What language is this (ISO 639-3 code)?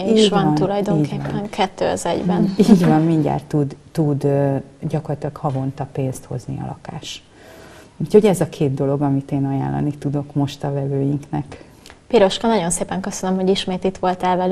hun